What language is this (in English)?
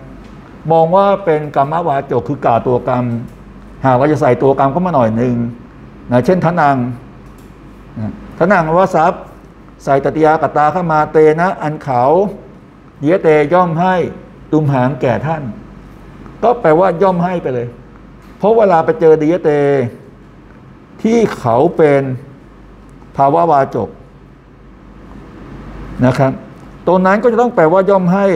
Thai